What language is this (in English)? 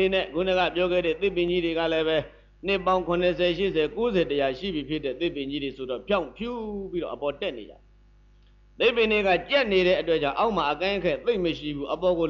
Burmese